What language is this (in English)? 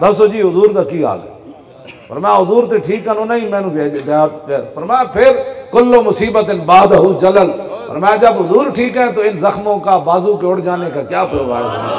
Western Panjabi